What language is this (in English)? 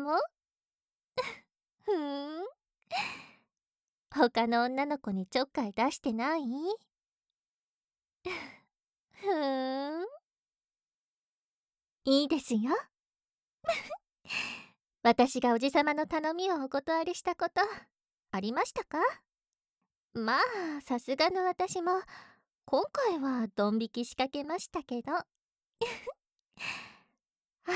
Japanese